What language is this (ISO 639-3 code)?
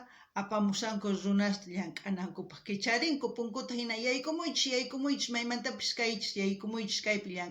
quh